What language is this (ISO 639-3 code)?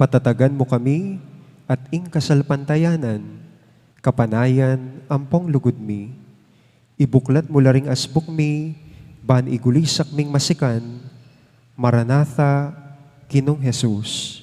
pam